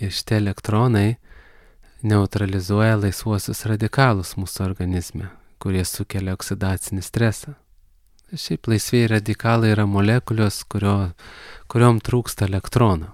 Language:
Lithuanian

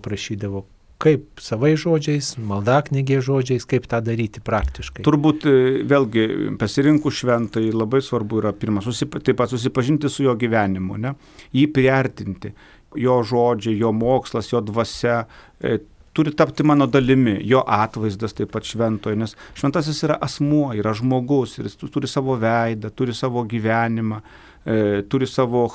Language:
Lithuanian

